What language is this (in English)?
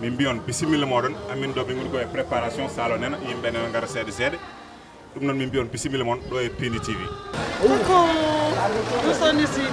Fula